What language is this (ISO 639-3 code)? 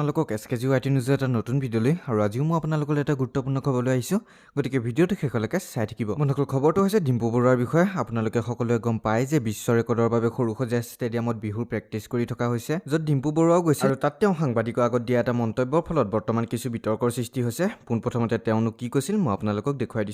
asm